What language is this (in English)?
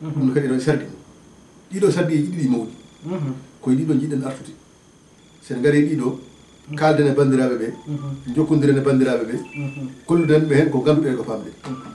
Fula